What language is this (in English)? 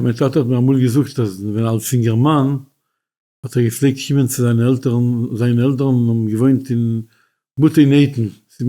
Yiddish